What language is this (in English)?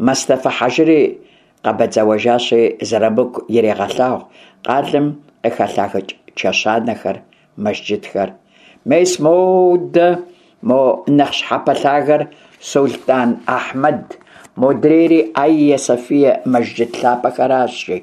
Kabardian